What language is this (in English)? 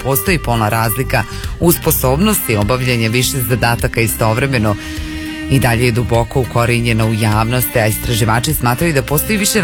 Croatian